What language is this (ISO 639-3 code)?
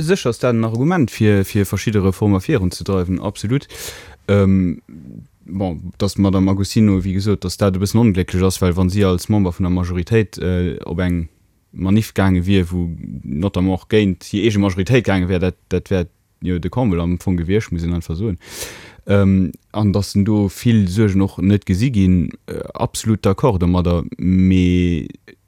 ltz